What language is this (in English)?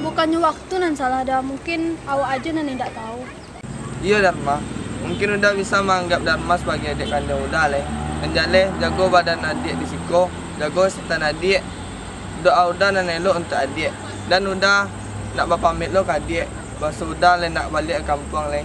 Minangkabau